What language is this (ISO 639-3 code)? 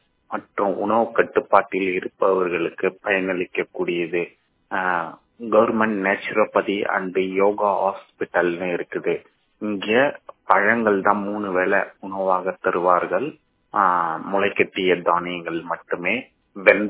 tam